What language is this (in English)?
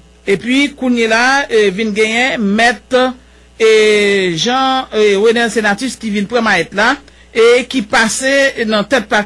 Haitian Creole